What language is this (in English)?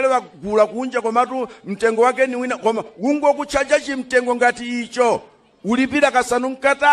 Nyanja